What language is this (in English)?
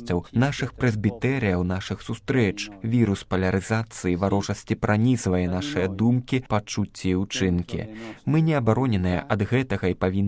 Belarusian